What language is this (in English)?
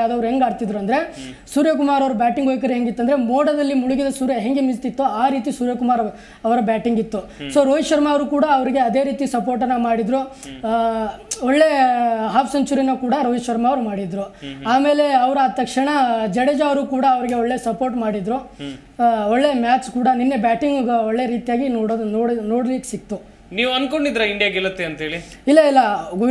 Kannada